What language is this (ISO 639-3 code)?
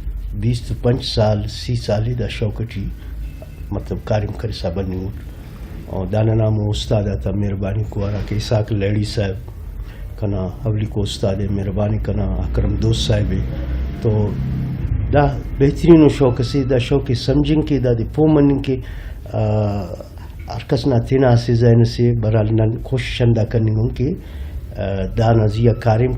brh